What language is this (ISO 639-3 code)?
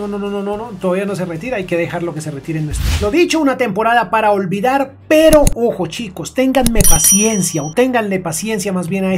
spa